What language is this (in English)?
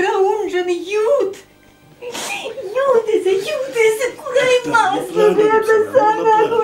Chuvash